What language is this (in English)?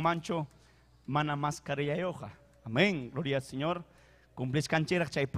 Ayacucho Quechua